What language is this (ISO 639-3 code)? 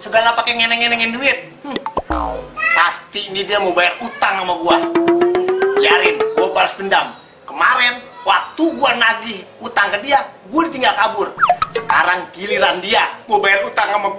bew